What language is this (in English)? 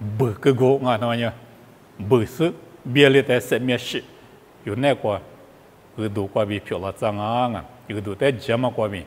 Lisu